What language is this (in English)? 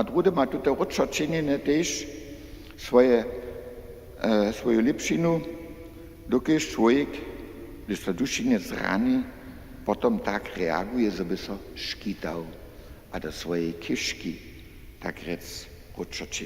Upper Sorbian